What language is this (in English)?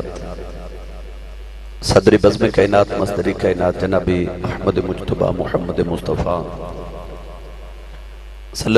Urdu